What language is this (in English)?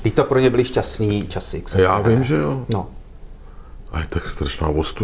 Czech